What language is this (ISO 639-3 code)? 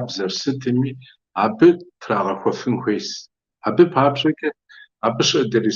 kbd